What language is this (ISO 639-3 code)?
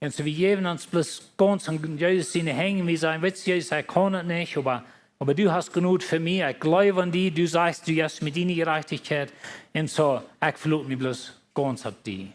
pdt